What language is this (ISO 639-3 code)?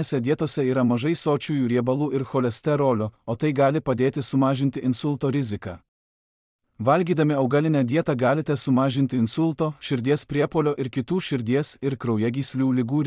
lit